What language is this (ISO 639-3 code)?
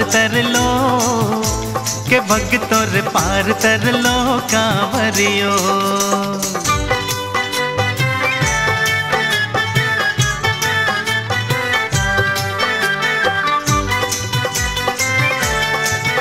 hin